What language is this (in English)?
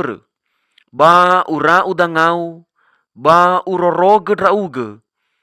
Nias